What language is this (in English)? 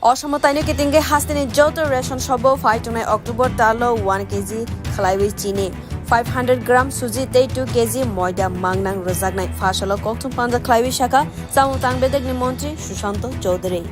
Kok Borok